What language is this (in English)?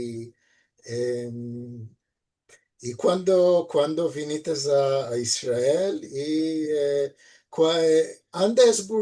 Ladino